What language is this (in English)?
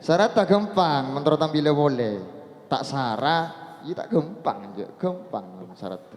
Madurese